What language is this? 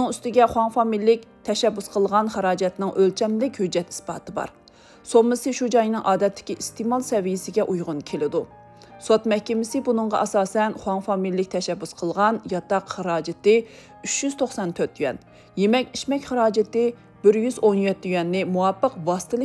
Uyghur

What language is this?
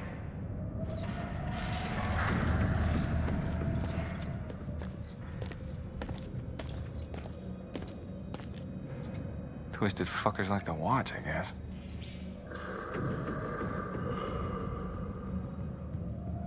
English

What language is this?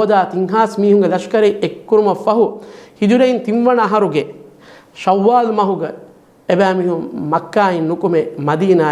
Divehi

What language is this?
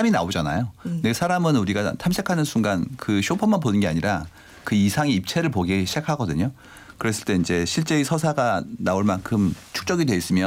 Korean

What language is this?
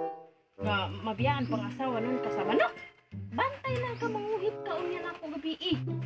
Cebuano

